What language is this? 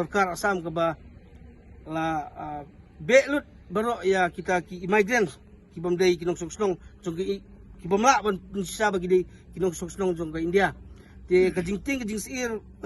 Khasi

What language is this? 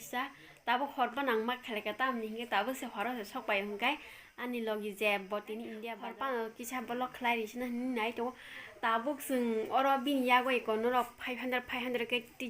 Kok Borok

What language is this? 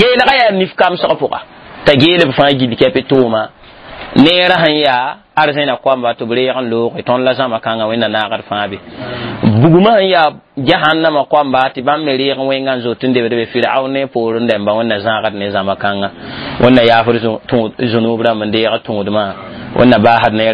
Mossi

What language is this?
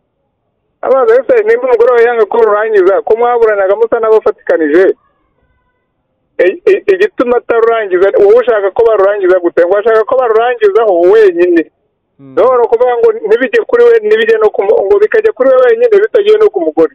Kinyarwanda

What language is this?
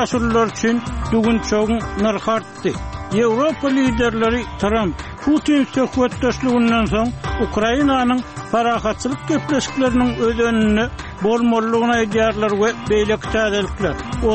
Turkmen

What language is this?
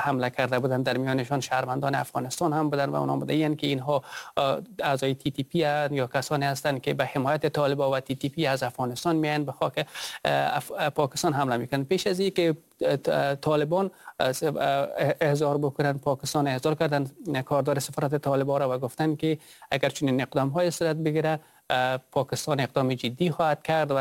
Persian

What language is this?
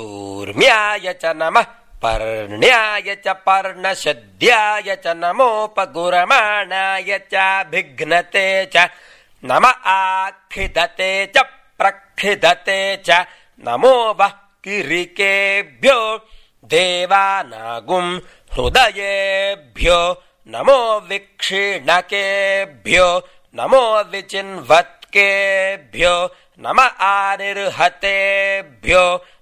Sanskrit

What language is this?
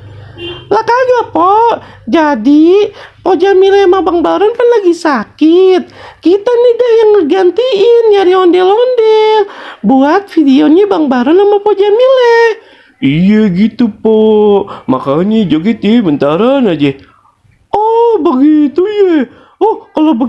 Betawi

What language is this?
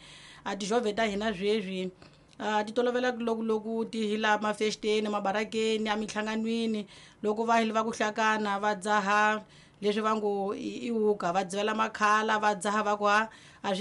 Tsonga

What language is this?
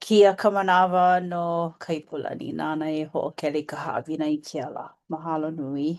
Hawaiian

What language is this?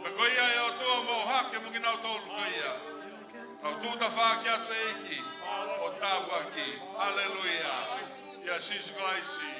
Tongan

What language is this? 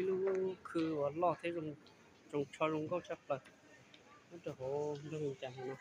Hmong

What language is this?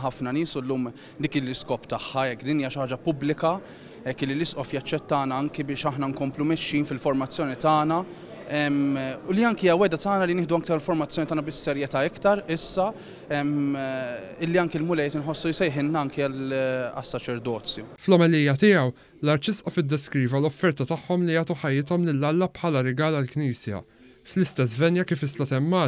Maltese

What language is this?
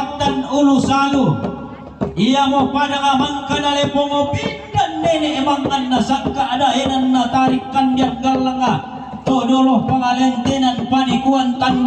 Toraja-Sa'dan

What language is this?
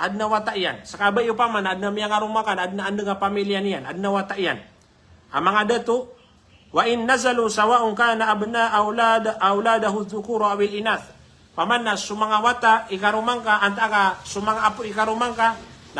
Maranao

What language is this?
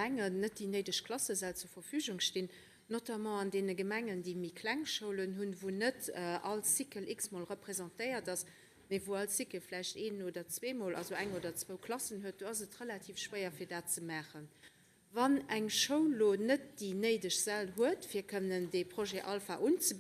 Luxembourgish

